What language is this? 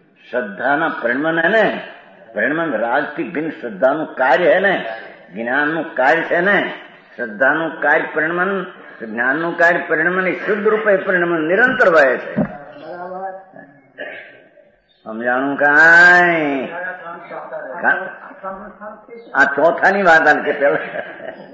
Gujarati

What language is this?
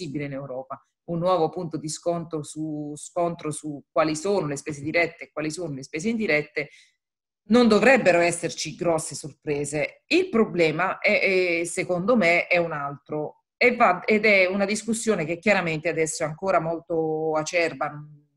Italian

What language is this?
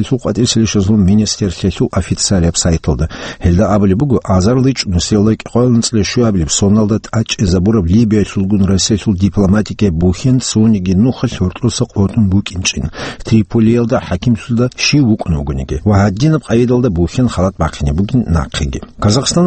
Avaric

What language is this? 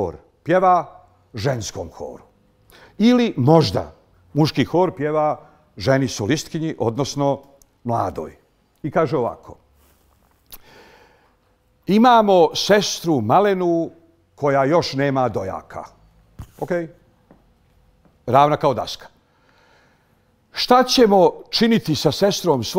Bosnian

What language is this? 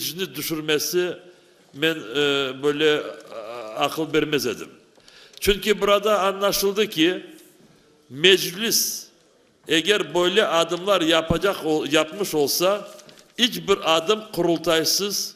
Crimean Tatar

